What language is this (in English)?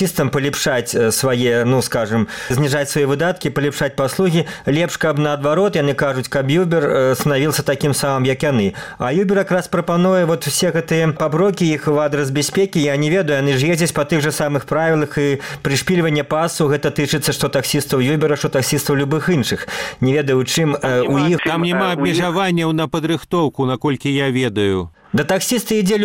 Belarusian